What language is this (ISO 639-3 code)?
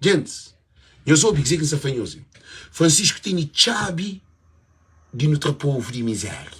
kea